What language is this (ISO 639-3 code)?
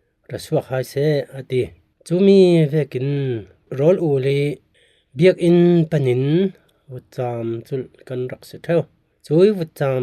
cfm